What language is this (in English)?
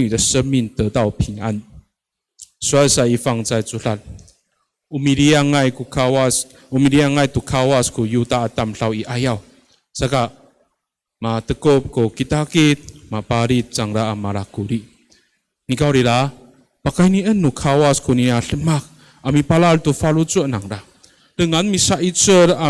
Amis